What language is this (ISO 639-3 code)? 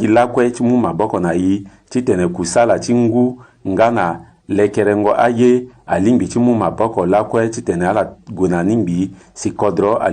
sag